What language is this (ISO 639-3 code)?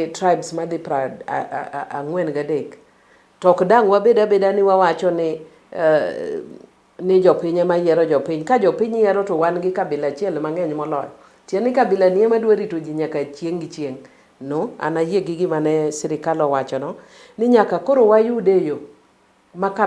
luo